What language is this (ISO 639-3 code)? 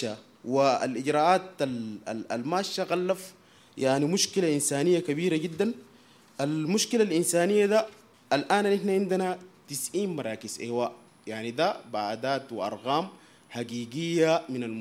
apd